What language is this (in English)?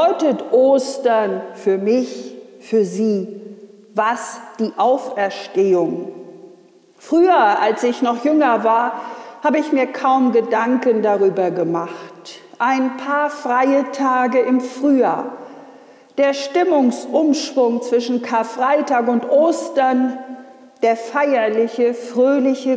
German